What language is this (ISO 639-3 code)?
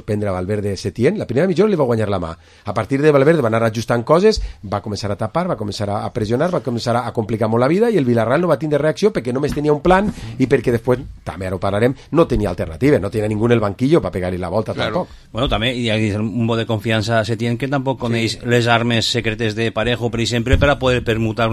cat